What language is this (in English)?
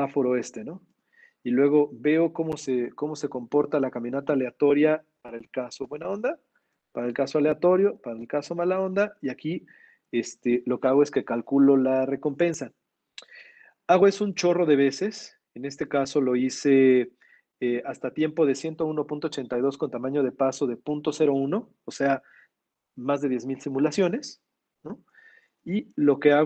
Spanish